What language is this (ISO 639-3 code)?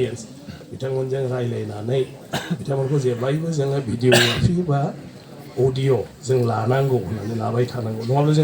brx